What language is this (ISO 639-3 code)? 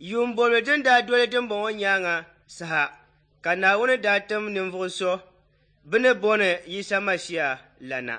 dag